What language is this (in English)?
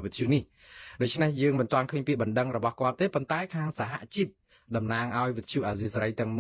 Khmer